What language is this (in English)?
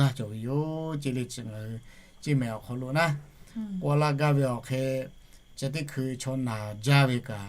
Lahu